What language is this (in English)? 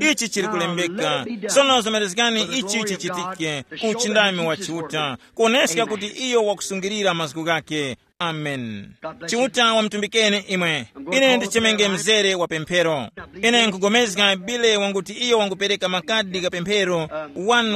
Tumbuka